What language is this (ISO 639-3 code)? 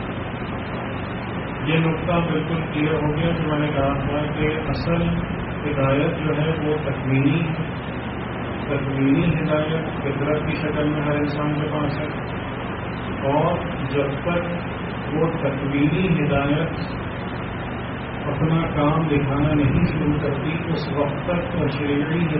urd